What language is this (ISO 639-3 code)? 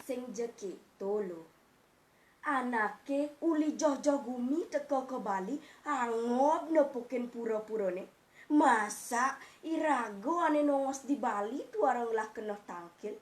ban